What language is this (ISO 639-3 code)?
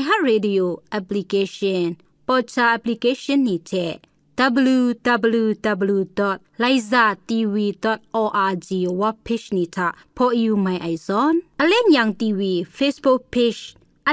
kac